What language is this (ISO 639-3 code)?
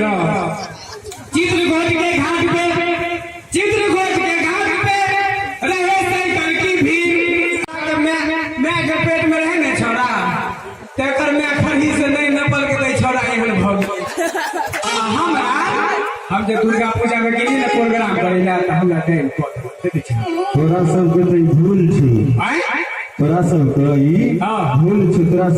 mai